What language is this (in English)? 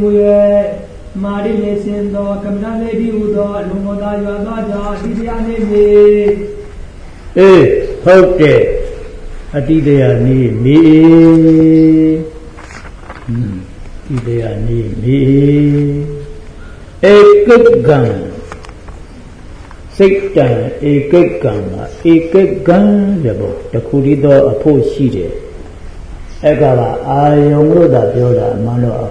Burmese